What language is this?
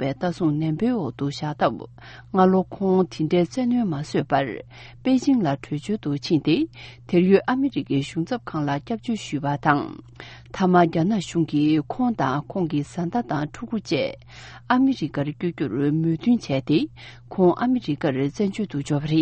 Tibetan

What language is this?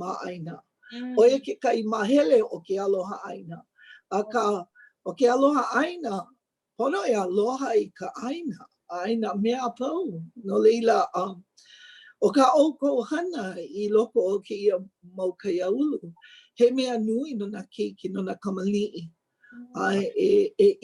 Hawaiian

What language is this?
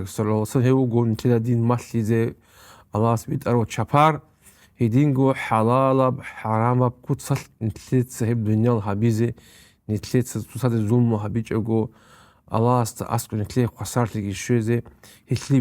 Avaric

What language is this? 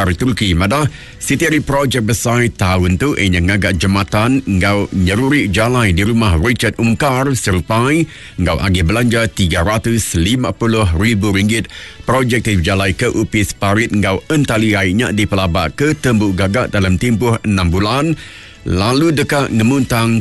Iban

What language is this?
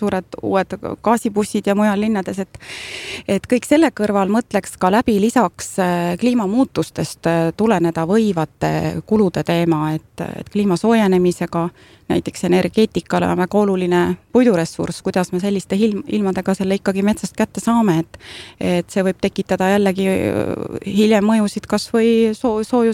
Estonian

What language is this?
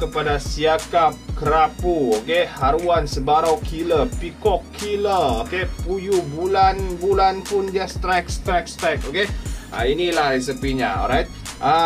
Malay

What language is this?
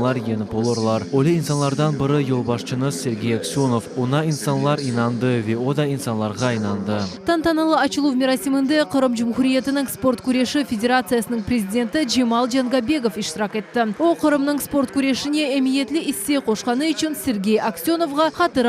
Crimean Tatar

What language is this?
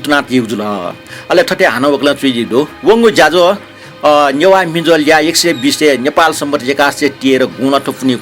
Newari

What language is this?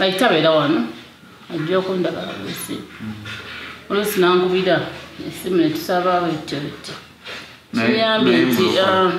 Ganda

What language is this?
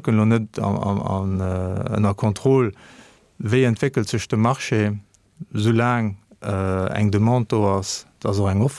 Luxembourgish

